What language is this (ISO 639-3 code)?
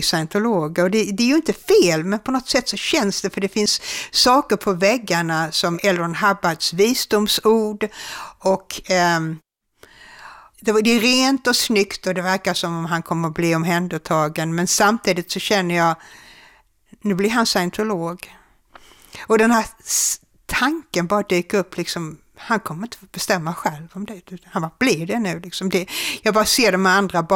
swe